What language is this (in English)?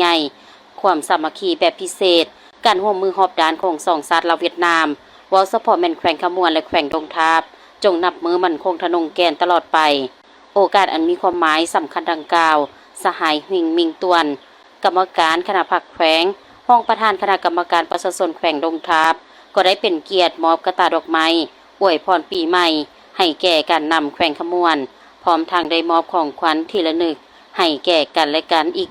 Lao